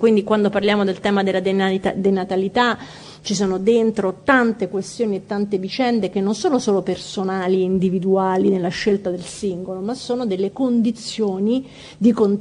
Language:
Italian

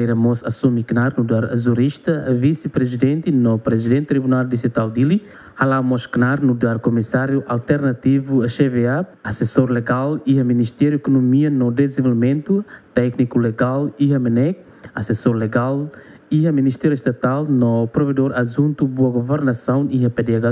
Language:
Tetum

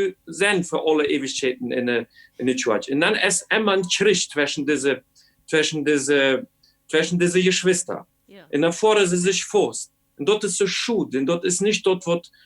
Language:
Plautdietsch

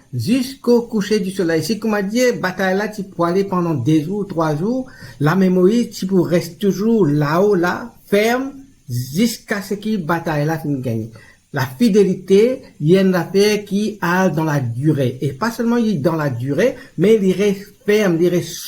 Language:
Morisyen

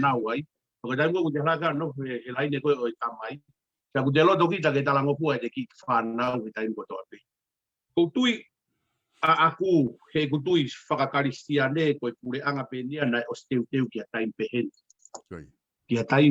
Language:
Tongan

